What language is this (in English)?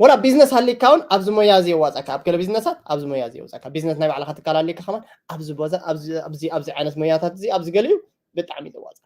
Tigrinya